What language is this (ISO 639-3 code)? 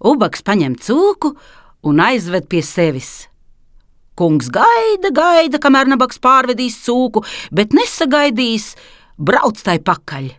lav